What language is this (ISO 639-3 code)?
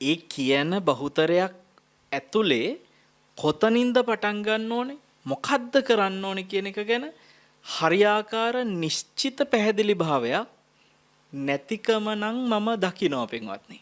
sin